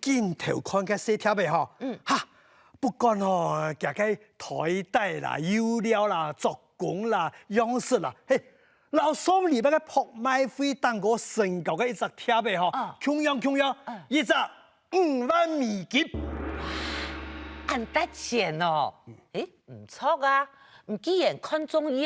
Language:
Hakka Chinese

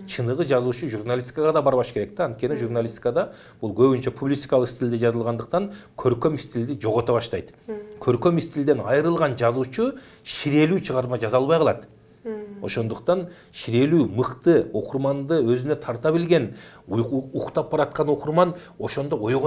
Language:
Kyrgyz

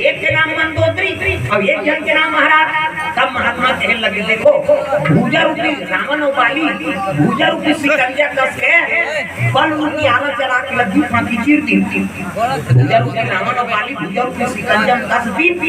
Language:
Chhattisgarhi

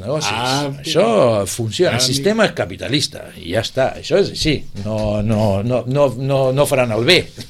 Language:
Catalan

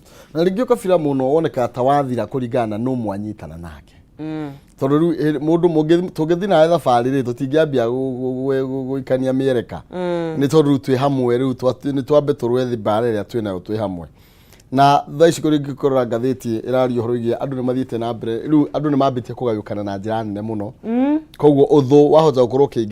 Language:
Kikuyu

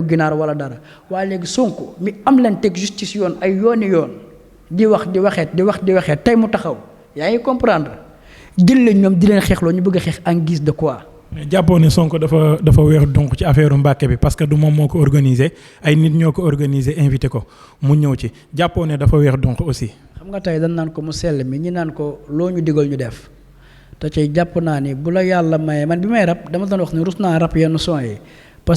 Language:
Wolof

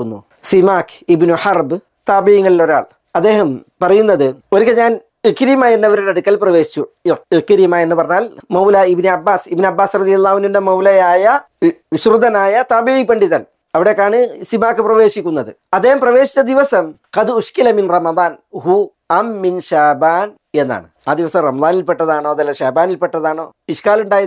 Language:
Malayalam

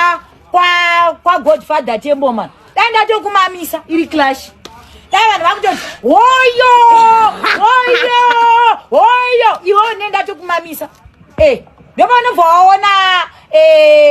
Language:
Shona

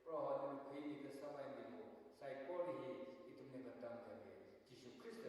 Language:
Tangkhul Naga (India)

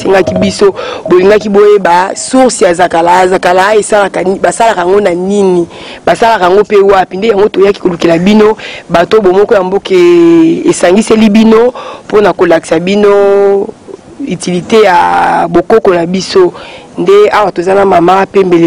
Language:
Lingala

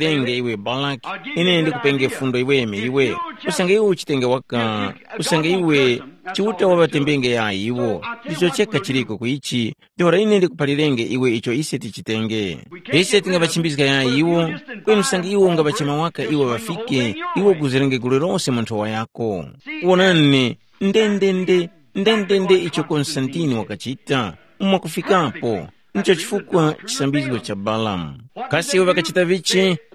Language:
Tumbuka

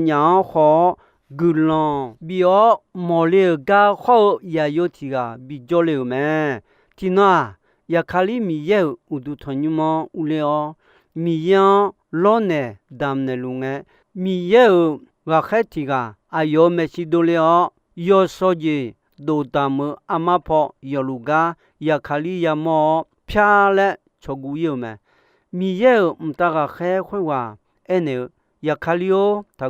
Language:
Akha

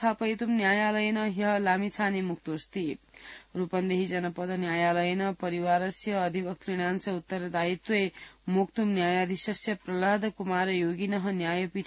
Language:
Sanskrit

